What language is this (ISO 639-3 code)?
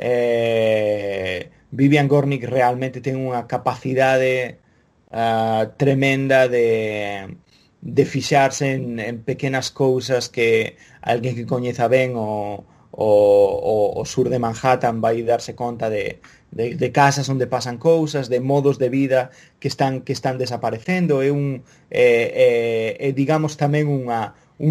glg